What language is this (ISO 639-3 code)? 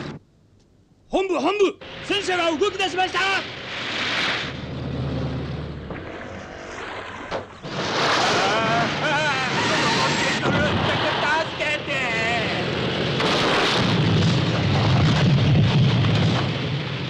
jpn